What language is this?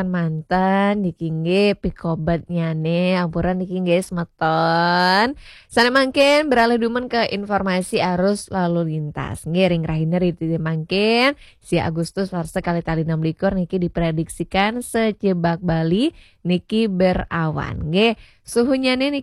Balinese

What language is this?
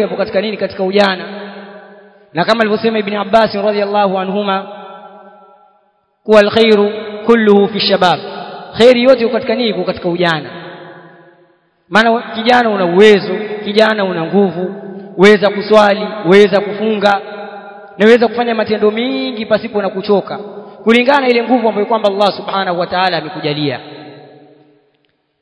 Swahili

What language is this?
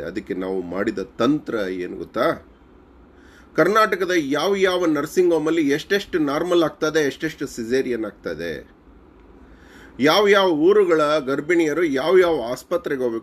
Kannada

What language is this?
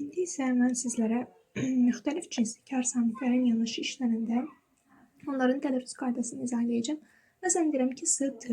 Azerbaijani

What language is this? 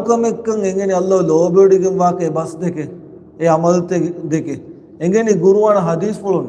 Divehi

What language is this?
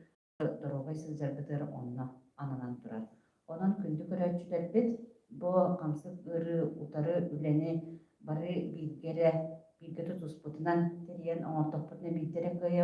Yakut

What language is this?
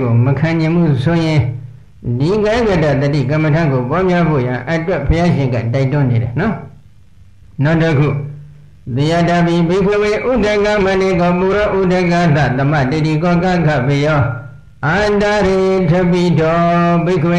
Burmese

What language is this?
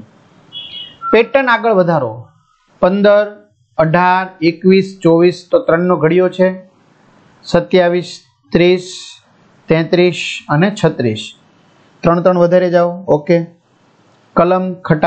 Gujarati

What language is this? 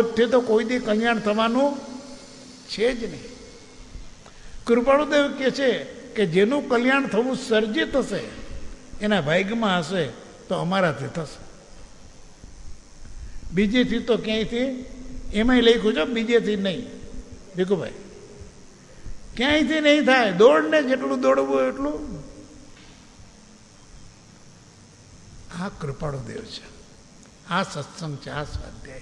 Gujarati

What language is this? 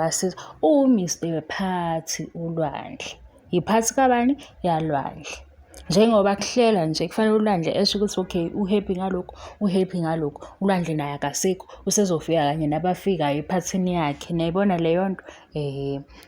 Zulu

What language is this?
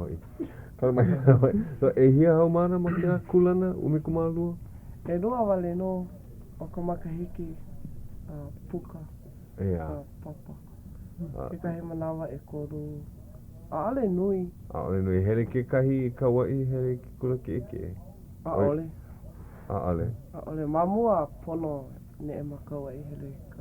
Hawaiian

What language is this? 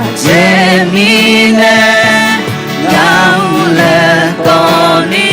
Akha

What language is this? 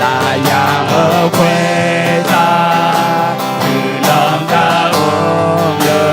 Akha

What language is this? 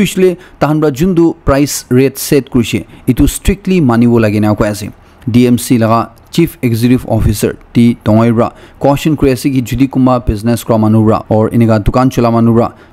Naga Pidgin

